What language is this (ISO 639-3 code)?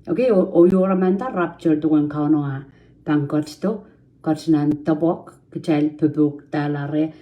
pon